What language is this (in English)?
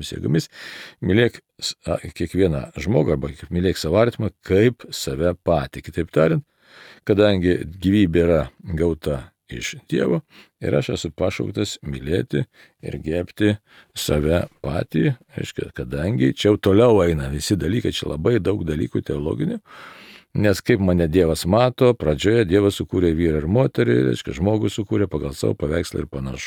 Lithuanian